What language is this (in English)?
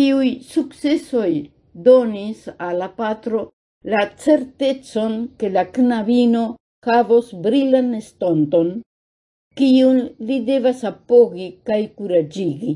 Esperanto